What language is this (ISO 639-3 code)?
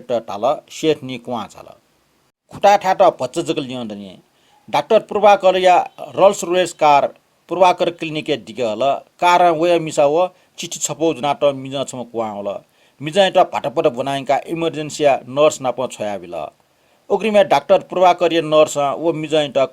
new